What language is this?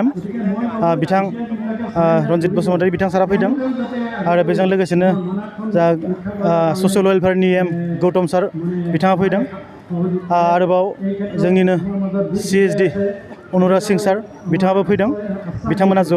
Bodo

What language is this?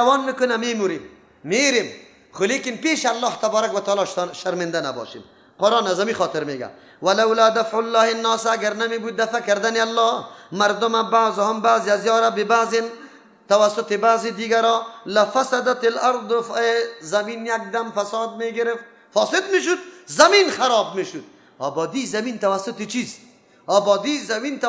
Persian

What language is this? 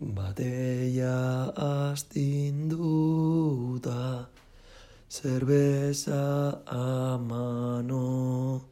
Basque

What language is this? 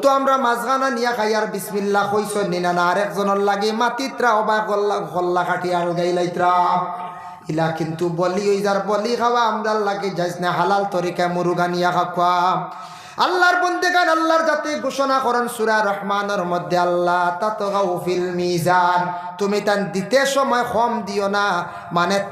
Sylheti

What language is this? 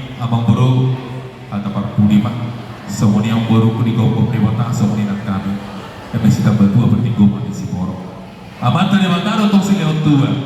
Batak Toba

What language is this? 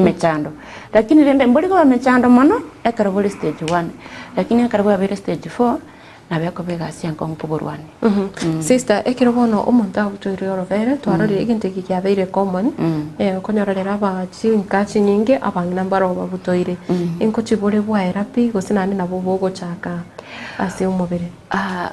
Gusii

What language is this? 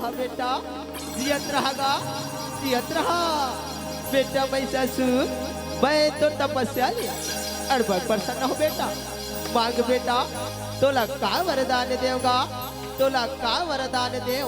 Chhattisgarhi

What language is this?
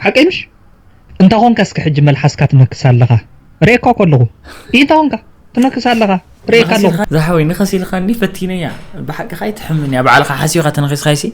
Tigrinya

